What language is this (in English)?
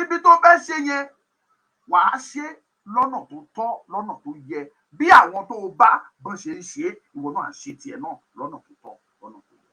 Yoruba